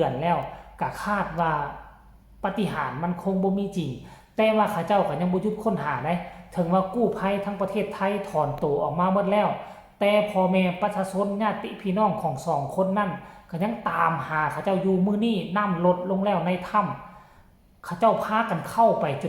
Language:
Lao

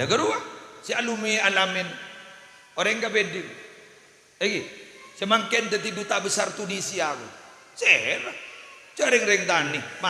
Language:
Madurese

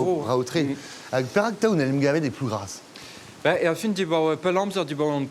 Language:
Breton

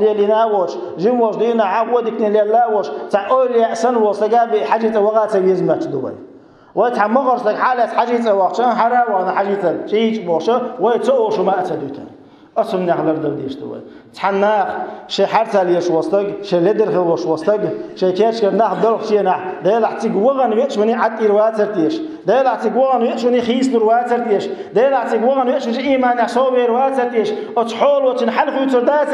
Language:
Chechen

